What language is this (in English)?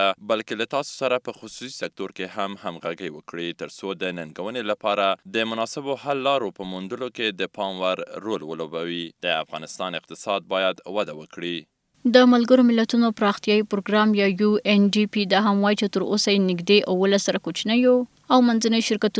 Pashto